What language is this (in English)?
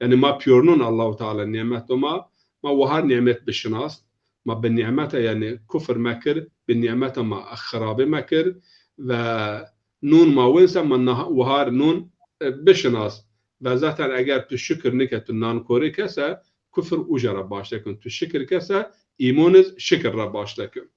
Zaza